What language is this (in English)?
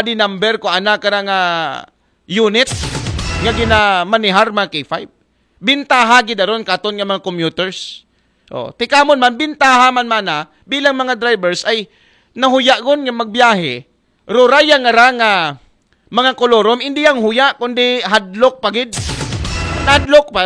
Aklanon